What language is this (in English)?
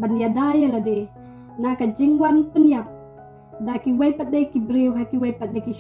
Khasi